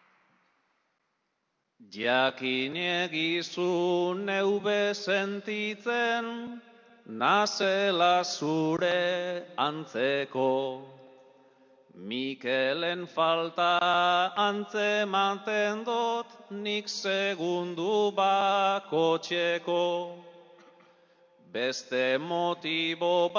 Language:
Basque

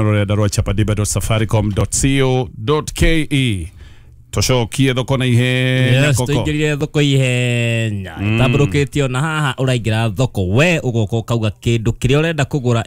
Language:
Kikuyu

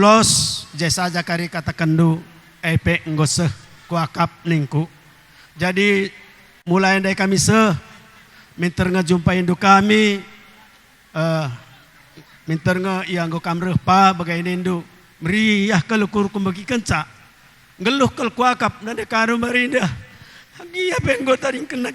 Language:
Batak Karo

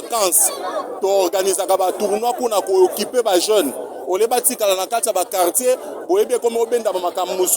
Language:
Lingala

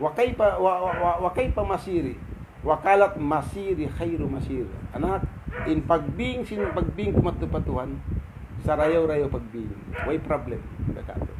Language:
Tausug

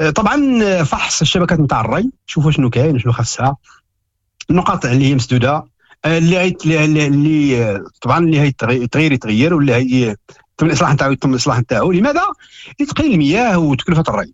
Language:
Moroccan Arabic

